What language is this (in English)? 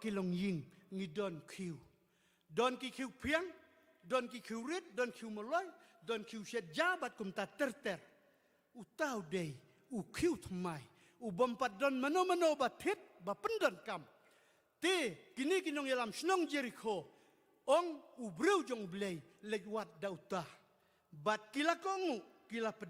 Khasi